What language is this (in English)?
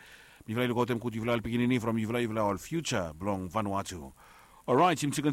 Bislama